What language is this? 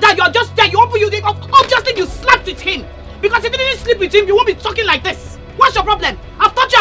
Nigerian Pidgin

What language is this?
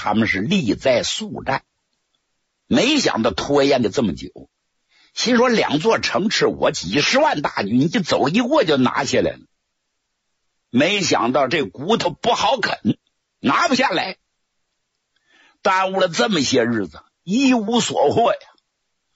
Chinese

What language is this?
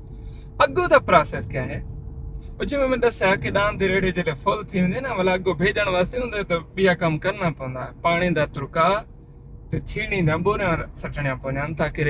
Saraiki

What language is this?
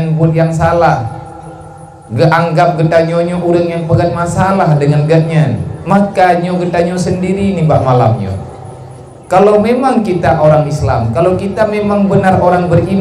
Achinese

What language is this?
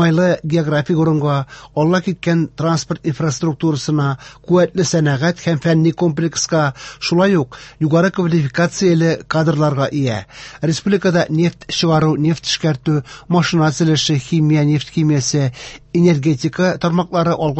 Tatar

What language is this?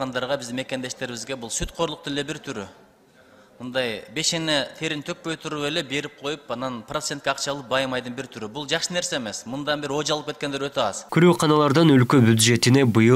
Kyrgyz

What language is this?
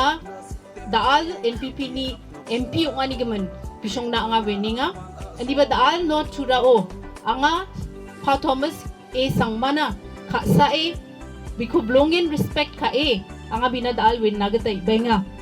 Garo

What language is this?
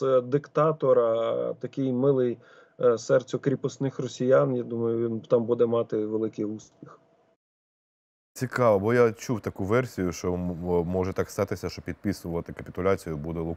Ukrainian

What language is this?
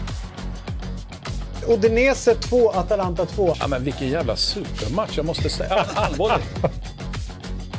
Swedish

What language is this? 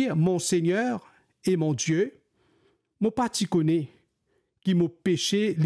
Morisyen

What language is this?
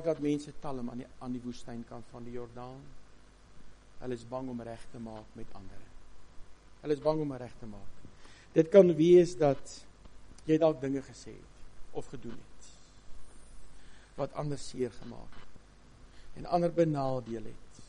Afrikaans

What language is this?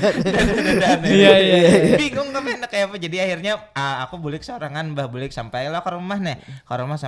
Banjar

